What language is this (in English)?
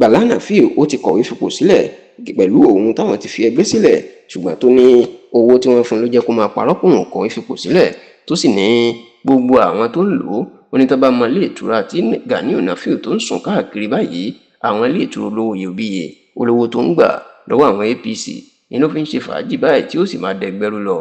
Yoruba